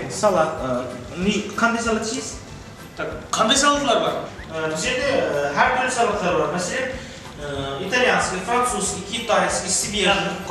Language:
Kara-Kalpak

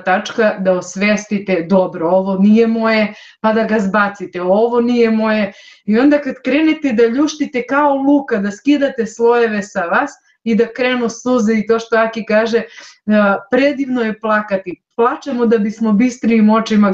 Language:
Serbian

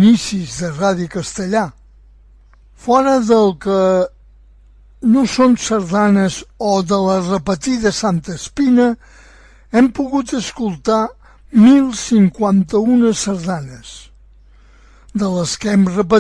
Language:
Catalan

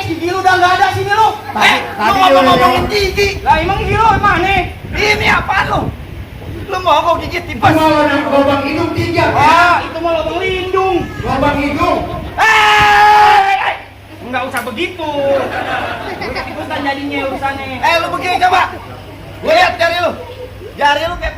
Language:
Betawi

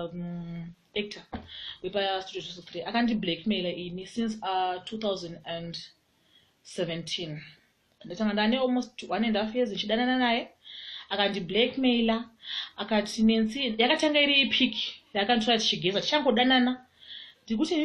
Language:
Shona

